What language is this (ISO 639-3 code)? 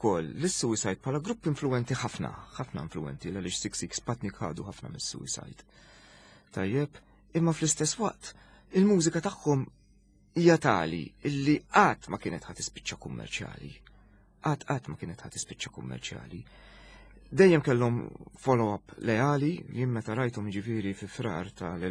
mlt